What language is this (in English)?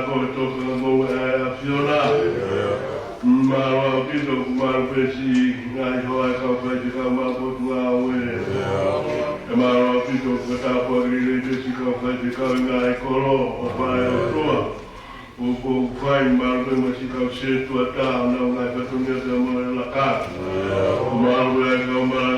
Tongan